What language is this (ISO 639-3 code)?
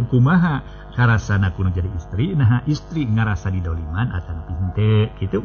sun